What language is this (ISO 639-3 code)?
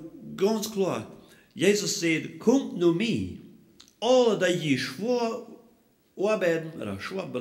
pdt